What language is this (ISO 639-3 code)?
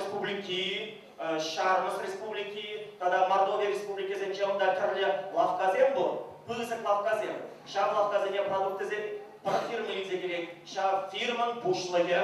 chv